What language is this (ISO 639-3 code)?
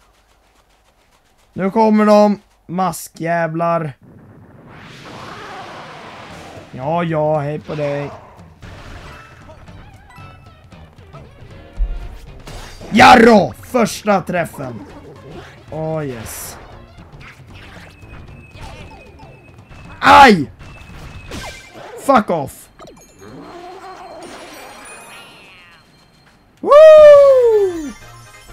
swe